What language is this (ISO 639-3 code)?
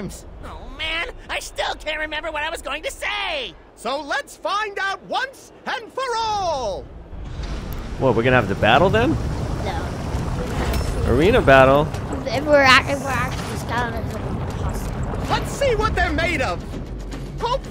eng